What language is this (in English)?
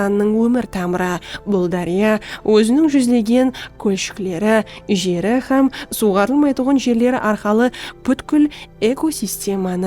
Kara-Kalpak